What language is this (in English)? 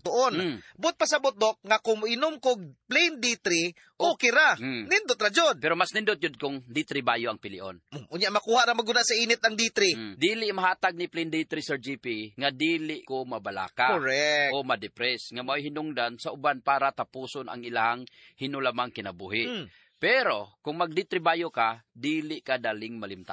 Cebuano